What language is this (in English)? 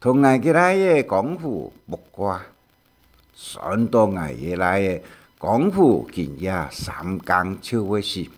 Hakka Chinese